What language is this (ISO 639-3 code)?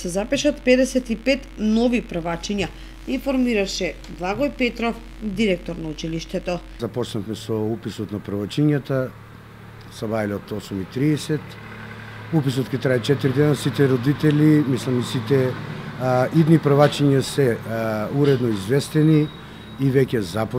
mkd